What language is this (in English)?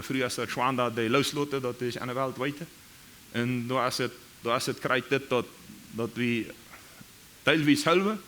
Plautdietsch